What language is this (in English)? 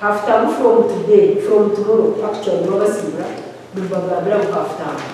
Nyankole